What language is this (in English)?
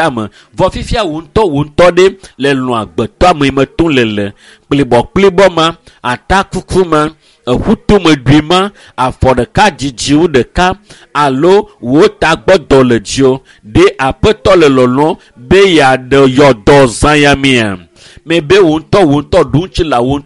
Ewe